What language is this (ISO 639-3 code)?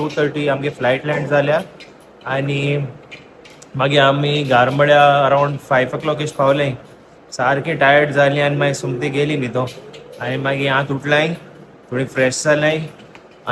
kok